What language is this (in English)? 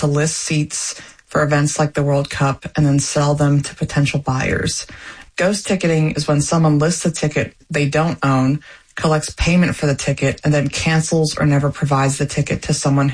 English